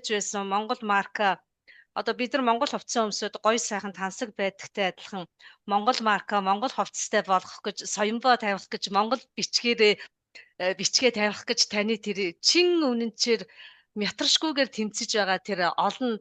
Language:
Mongolian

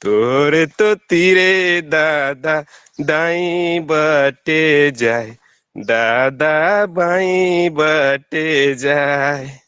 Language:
Sadri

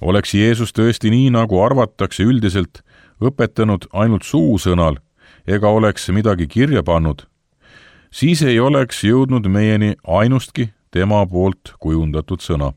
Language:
Estonian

